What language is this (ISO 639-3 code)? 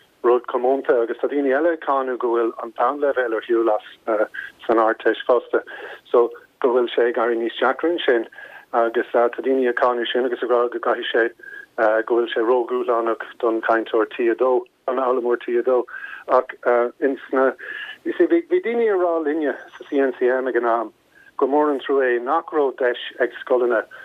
gle